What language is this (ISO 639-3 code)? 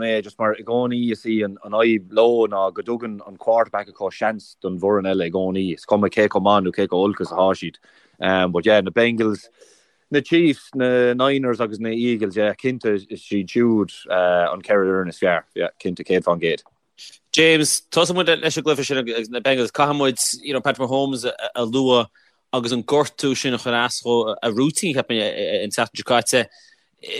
gle